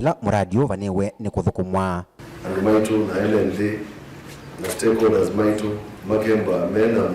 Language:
Kamba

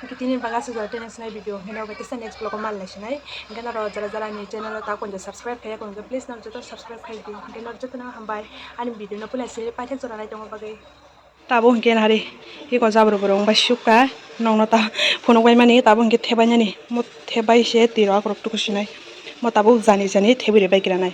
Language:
Kok Borok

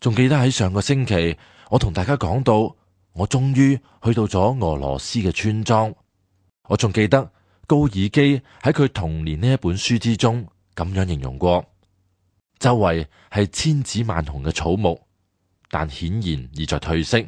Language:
Cantonese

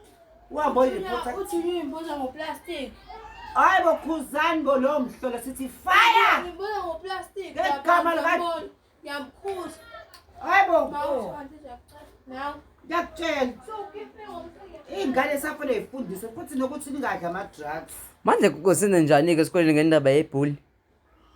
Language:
Zulu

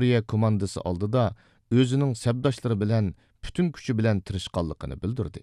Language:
Uyghur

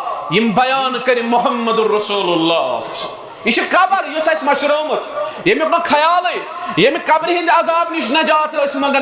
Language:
Kashmiri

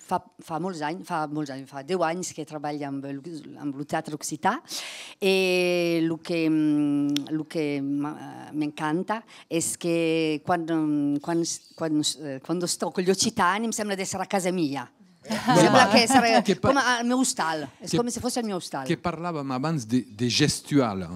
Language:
Occitan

